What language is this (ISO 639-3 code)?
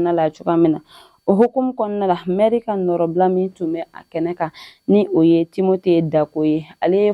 bam